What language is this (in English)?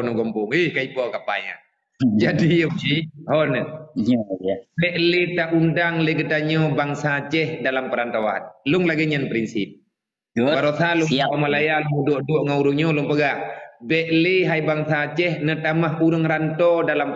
Achinese